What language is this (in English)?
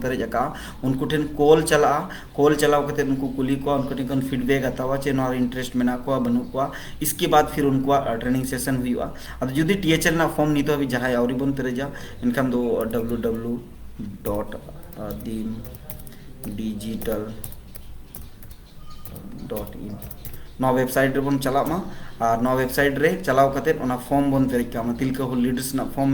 Santali